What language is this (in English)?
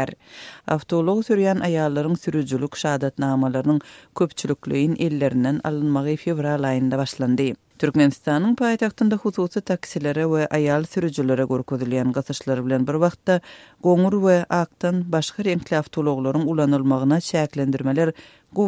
Turkmen